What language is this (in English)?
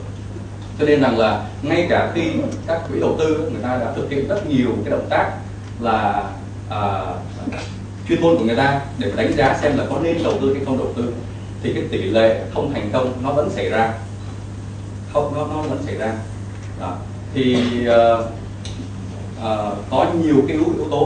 Vietnamese